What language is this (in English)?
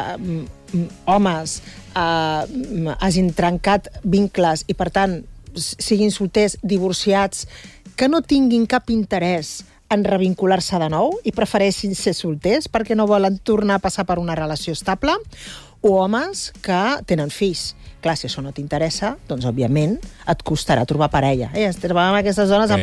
Catalan